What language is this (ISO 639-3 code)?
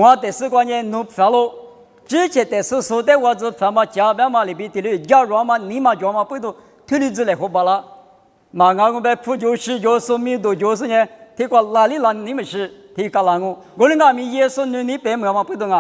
lis